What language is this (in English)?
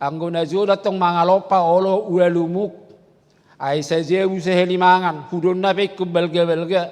Batak Toba